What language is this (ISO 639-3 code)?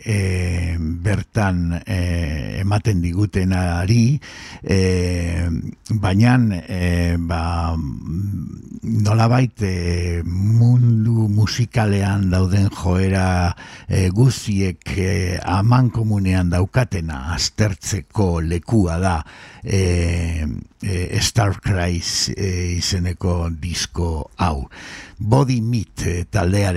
eus